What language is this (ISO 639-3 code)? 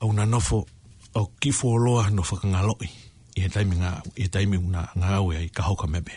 ton